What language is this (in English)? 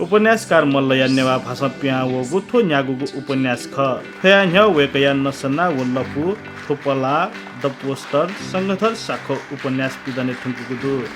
Newari